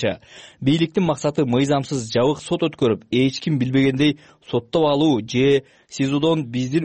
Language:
Kyrgyz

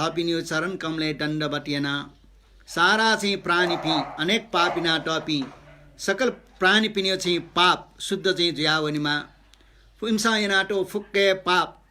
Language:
Newari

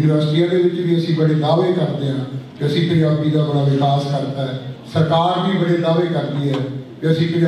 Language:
Punjabi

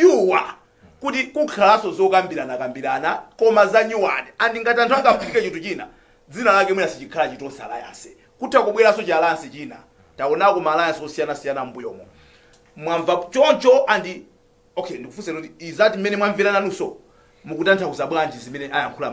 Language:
Nyanja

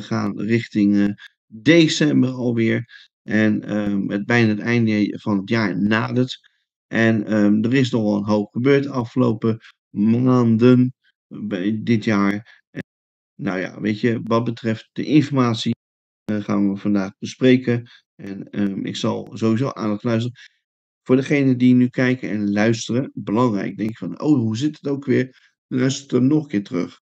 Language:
Dutch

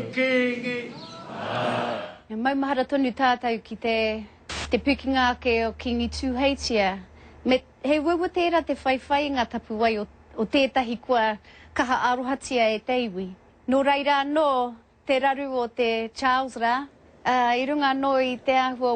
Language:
Māori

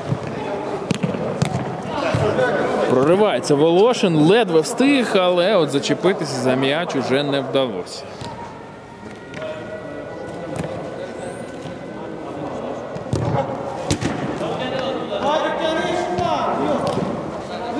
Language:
Ukrainian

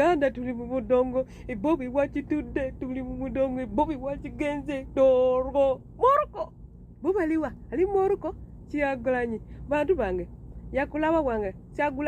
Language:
Ganda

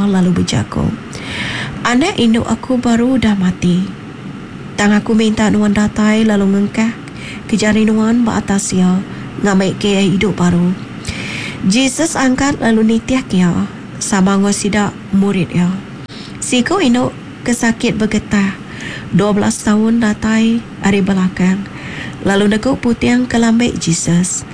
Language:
Iban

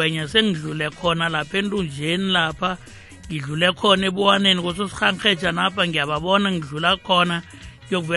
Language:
South Ndebele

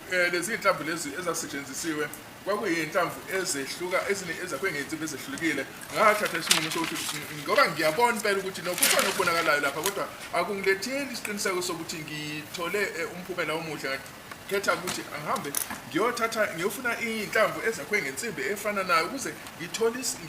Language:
Zulu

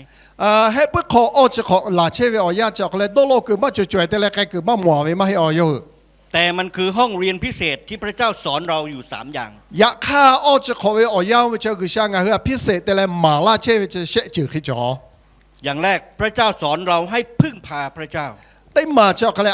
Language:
Lahu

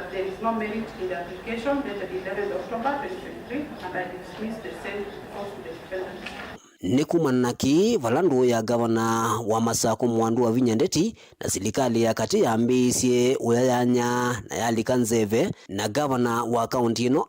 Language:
Kamba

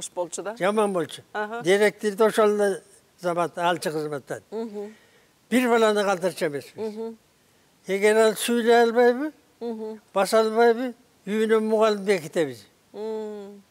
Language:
Kyrgyz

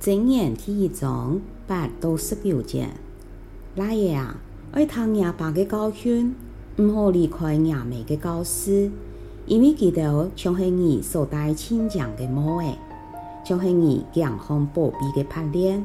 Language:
Hakka Chinese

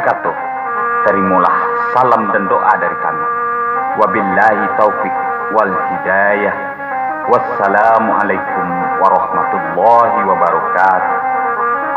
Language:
Minangkabau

